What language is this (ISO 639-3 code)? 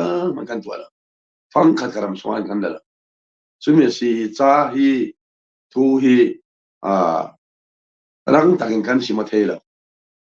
cfm